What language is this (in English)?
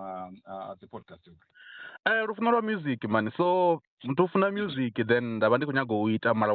Venda